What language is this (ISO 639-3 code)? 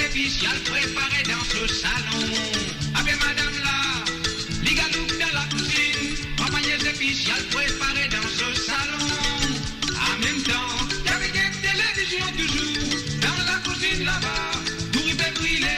mfe